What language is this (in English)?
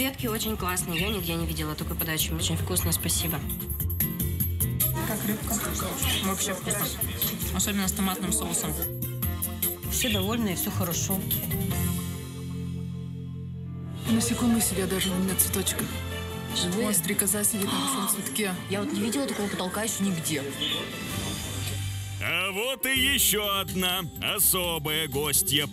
Russian